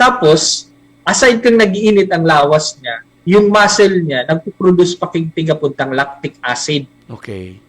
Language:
Bikol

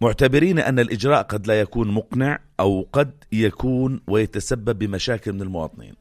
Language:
North Levantine Arabic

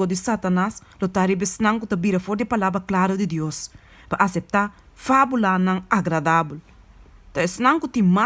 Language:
Papiamento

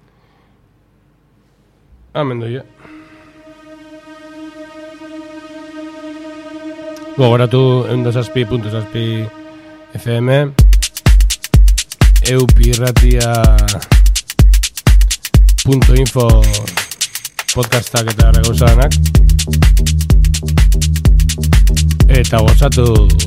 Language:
Basque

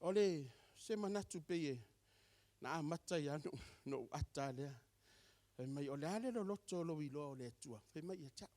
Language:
Samoan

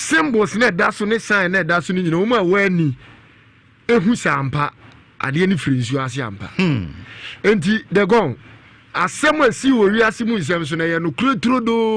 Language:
Akan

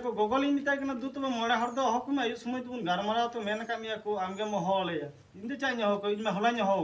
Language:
Santali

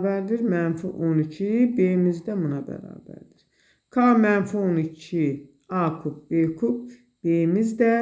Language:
Azerbaijani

